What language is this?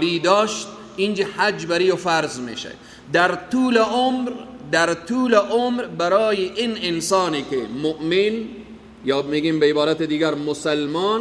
Persian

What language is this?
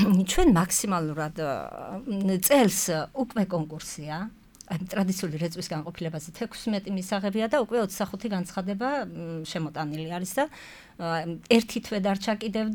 Georgian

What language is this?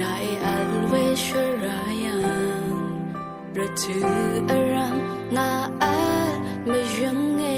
Rawang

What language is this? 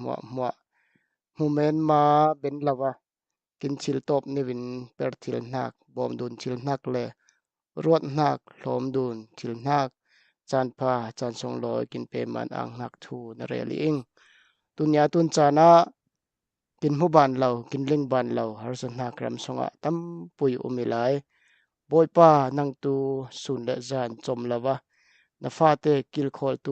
Falam Chin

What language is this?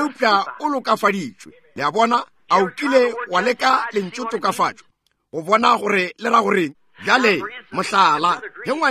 Northern Sotho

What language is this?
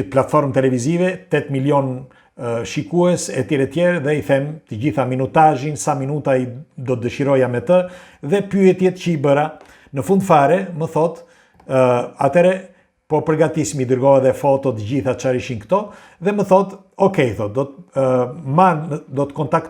Albanian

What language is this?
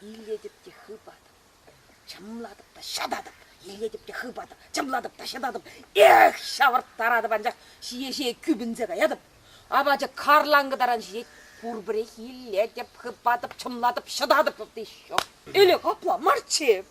Chuvash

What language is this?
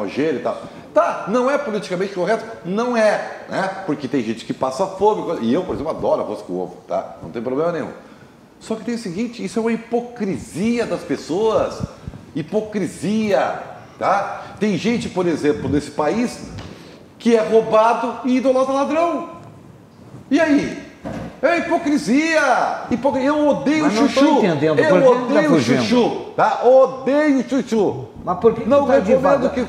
Portuguese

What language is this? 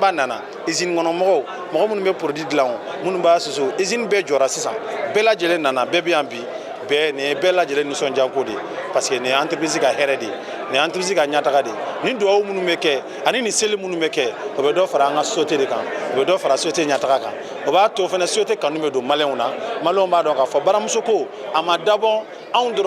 Bambara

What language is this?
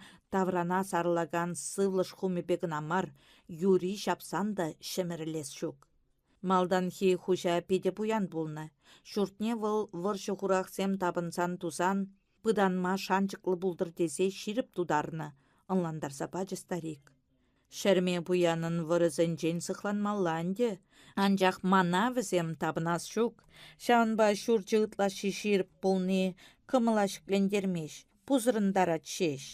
Chuvash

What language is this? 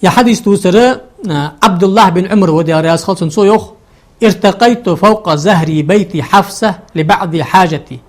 Ingush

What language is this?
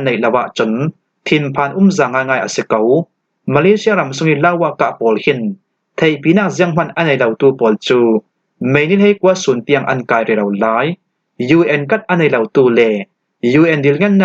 Falam Chin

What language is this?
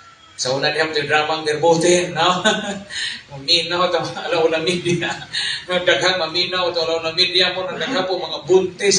Cebuano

